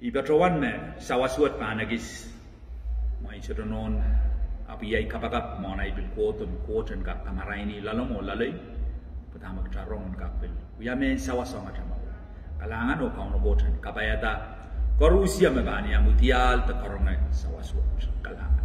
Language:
Pohnpeian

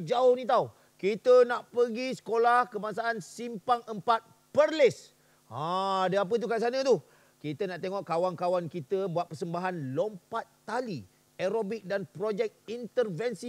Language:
Malay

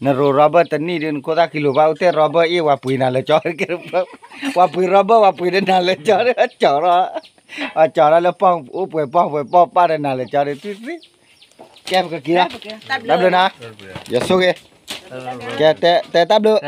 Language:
S'gaw Karen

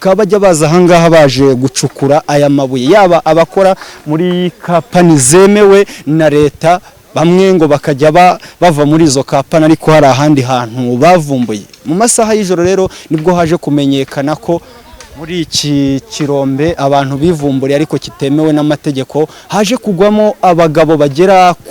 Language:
Kinyarwanda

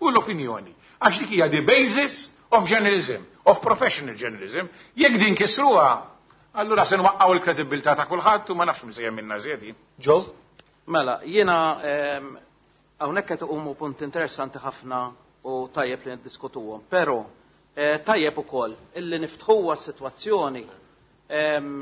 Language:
Maltese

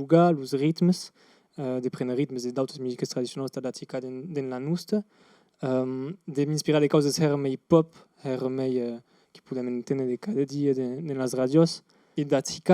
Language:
Occitan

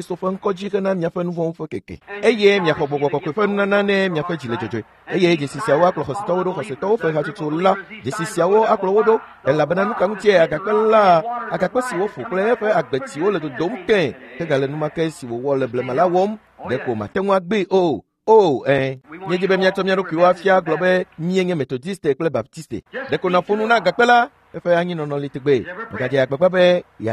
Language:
Ewe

